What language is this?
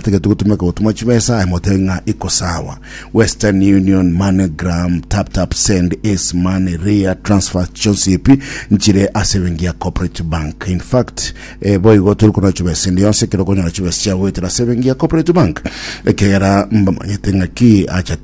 Gusii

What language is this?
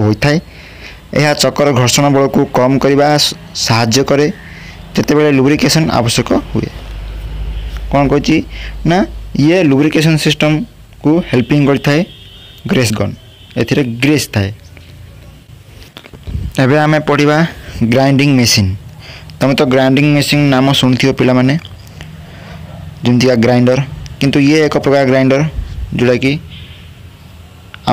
Odia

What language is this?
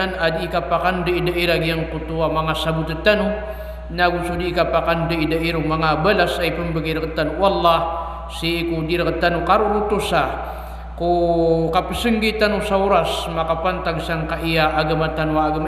Maranao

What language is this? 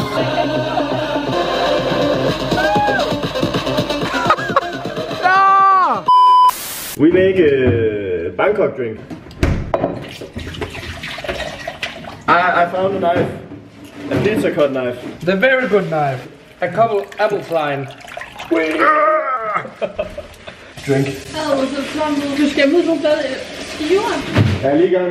Danish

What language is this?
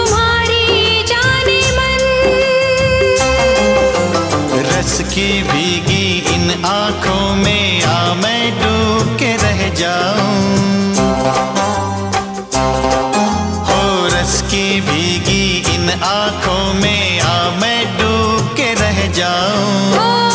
Hindi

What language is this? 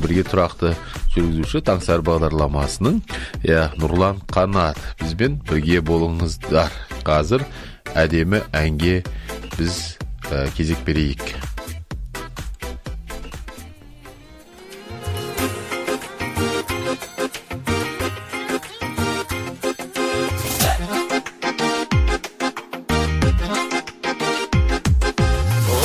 Kazakh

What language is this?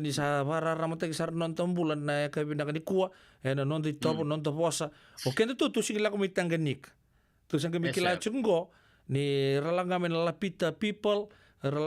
Fijian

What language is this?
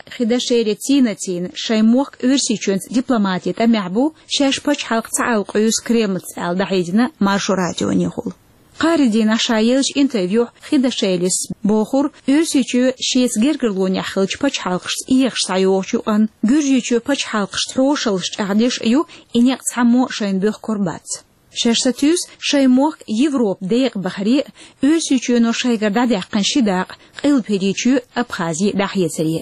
Chechen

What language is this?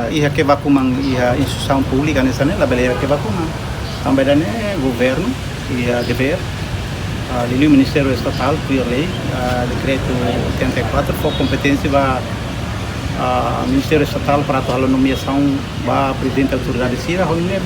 Tetum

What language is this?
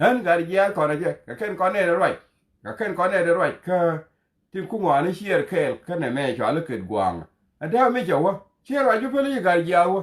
Nuer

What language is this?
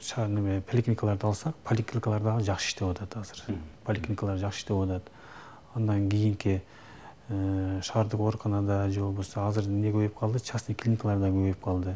Kyrgyz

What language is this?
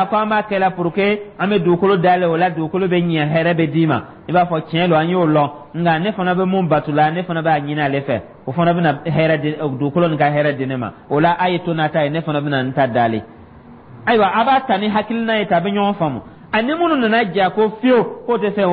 Dyula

